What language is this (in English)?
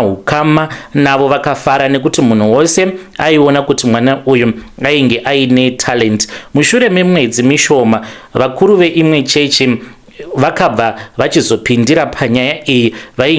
Shona